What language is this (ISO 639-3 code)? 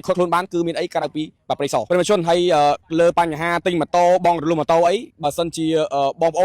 khm